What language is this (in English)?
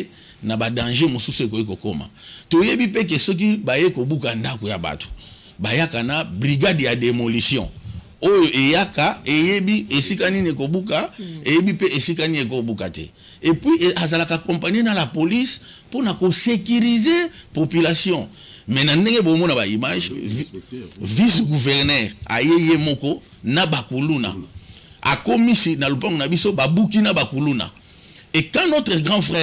Lingala